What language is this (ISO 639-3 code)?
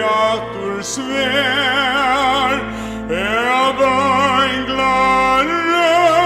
fao